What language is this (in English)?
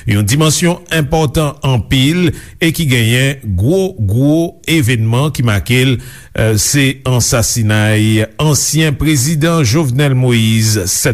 Haitian Creole